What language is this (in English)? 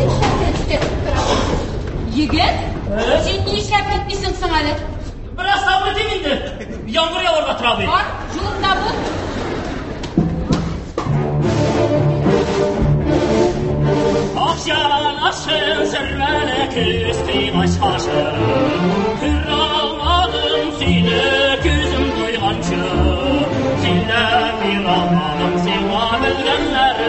Tatar